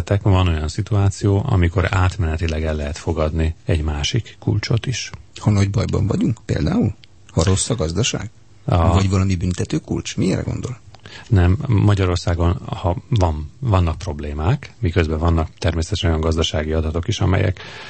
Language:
Hungarian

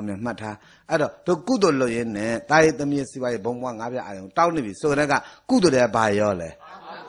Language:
Burmese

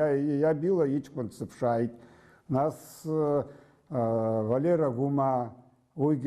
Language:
Abkhazian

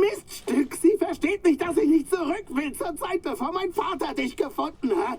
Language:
Bavarian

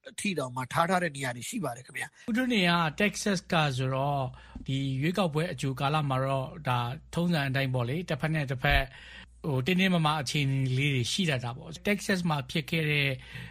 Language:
Burmese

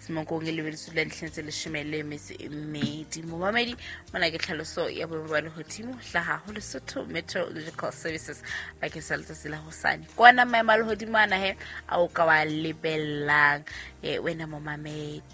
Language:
Southern Sotho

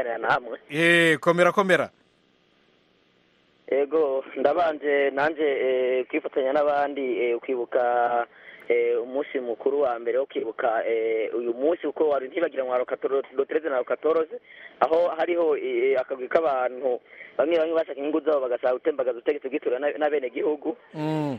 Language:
Kinyarwanda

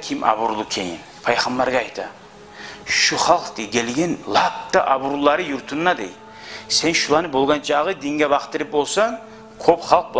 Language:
Kumyk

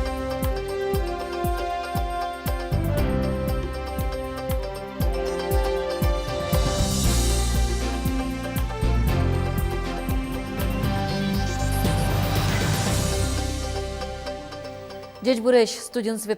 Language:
Udmurt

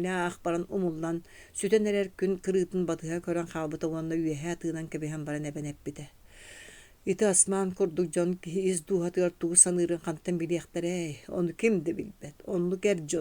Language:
Yakut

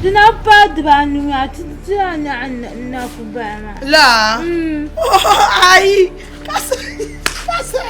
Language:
Dagbani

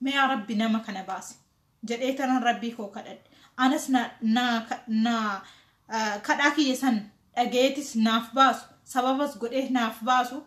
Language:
Oromo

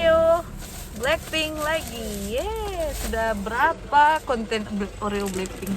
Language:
Manado Malay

